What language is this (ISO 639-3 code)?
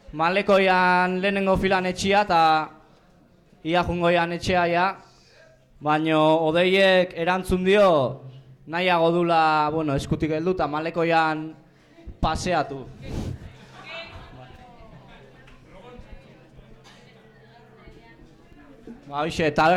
eus